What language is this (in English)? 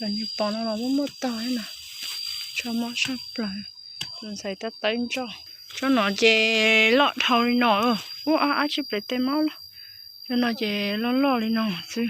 Hmong